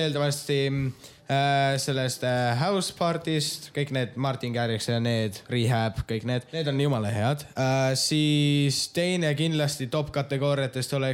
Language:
Estonian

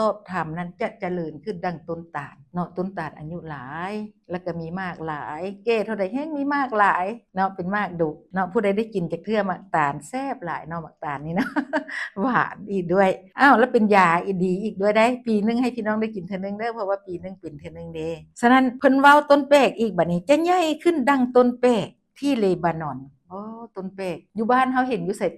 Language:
Lao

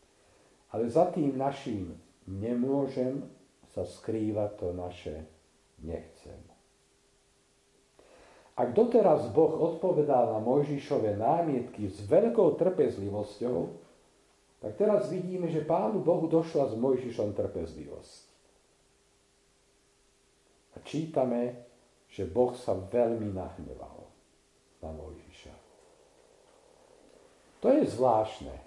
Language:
Slovak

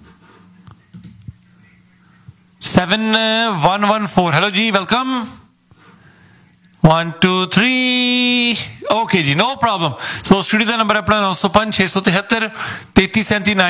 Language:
Punjabi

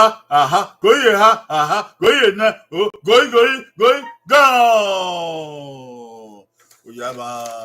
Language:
Bini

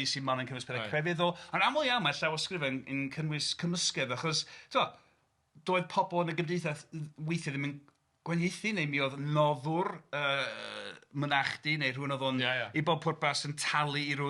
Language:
Welsh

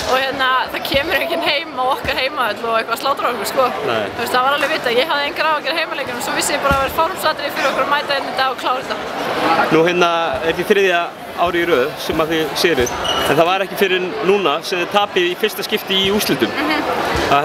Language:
Icelandic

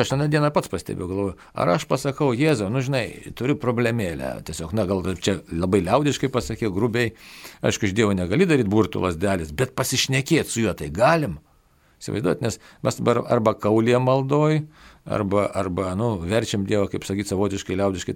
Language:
Lithuanian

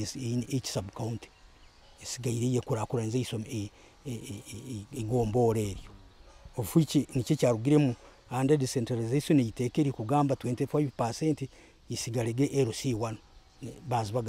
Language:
Nyoro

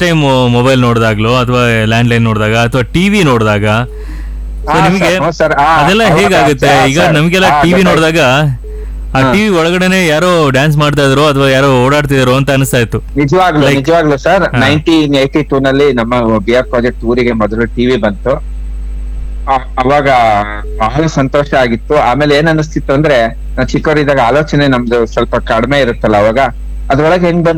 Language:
Kannada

